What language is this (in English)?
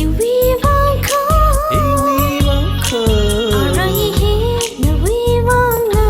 Tangkhul Naga (India)